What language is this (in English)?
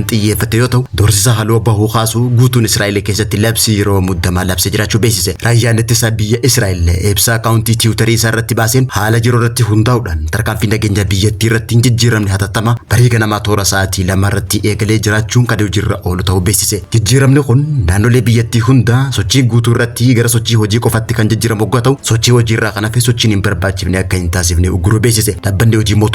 Oromo